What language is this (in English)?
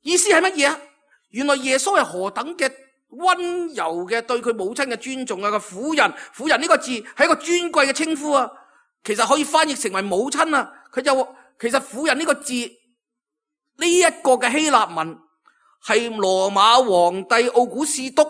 Cantonese